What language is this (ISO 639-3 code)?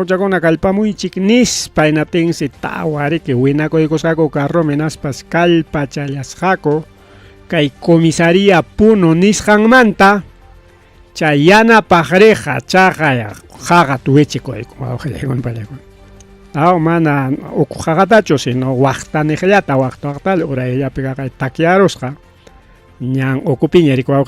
quy